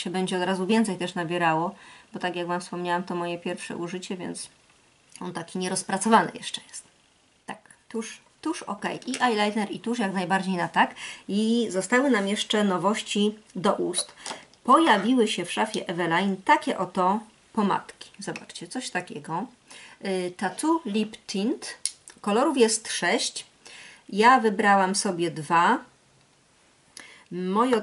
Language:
Polish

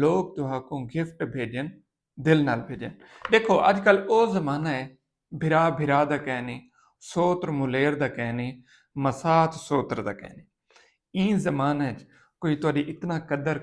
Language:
Saraiki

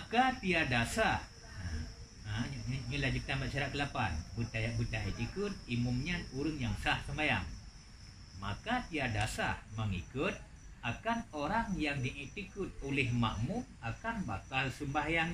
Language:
Achinese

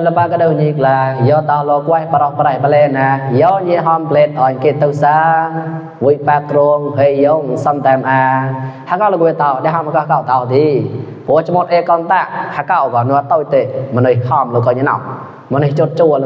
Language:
Mon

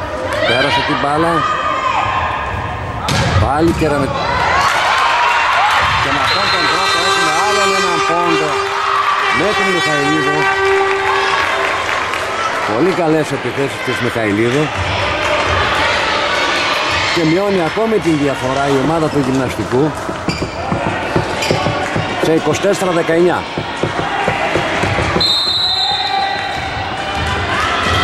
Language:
Greek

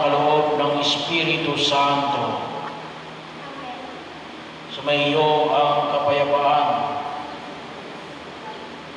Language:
Filipino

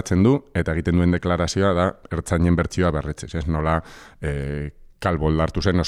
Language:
Basque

